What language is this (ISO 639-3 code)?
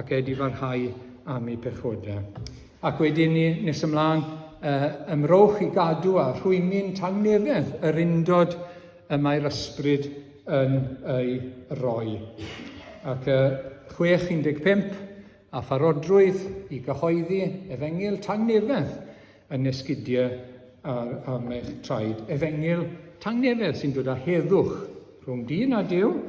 cym